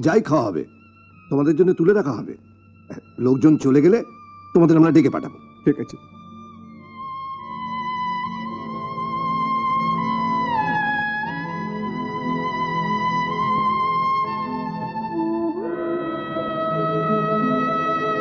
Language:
Bangla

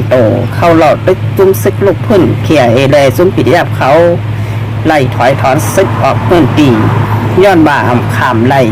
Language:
Shan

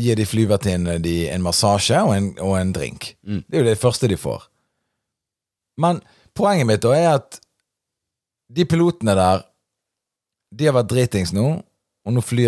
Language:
Norwegian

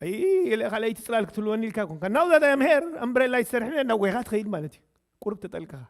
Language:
Tigrinya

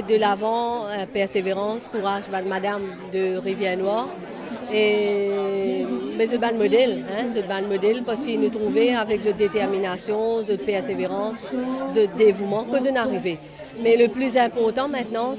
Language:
Morisyen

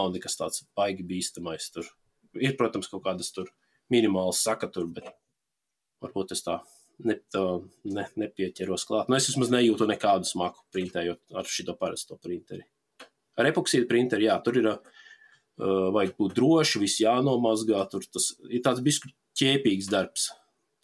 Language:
Latvian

